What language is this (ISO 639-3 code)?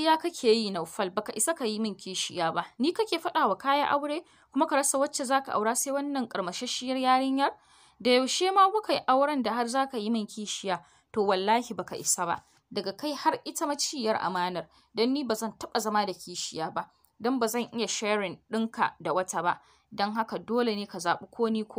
hau